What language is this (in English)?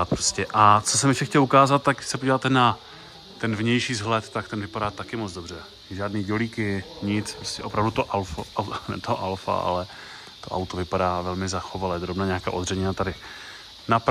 Czech